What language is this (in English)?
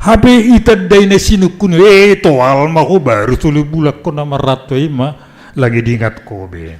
Batak Simalungun